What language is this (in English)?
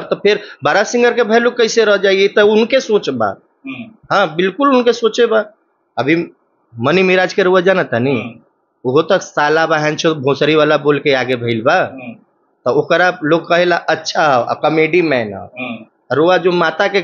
Bhojpuri